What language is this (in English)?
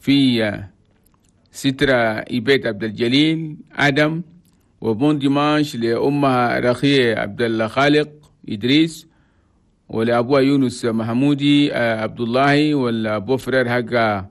Chadian Arabic